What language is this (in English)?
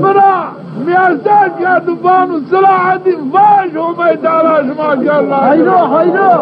Zaza